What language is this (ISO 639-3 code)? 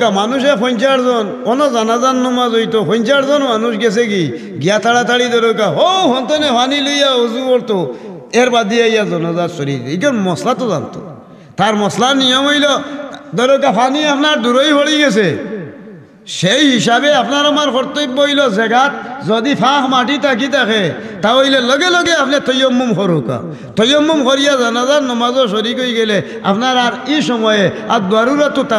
syl